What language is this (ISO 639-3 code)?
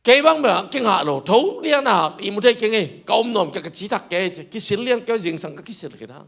ctd